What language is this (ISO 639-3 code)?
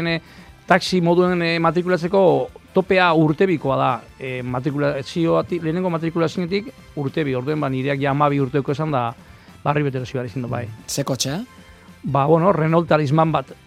eus